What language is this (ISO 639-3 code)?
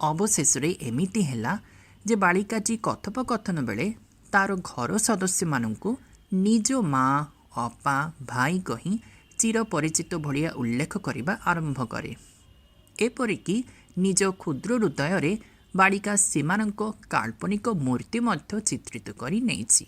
ori